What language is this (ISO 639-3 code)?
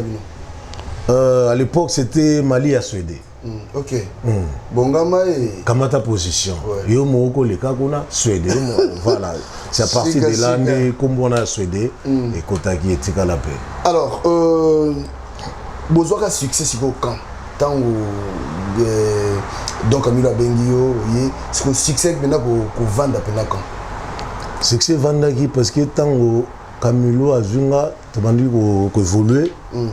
lin